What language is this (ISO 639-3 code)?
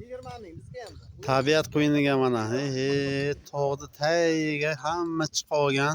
uzb